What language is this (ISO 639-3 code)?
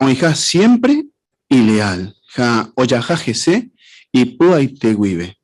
grn